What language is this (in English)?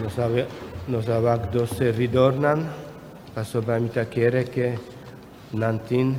Papiamento